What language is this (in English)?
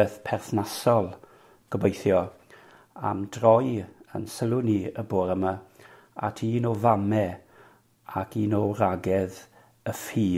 Welsh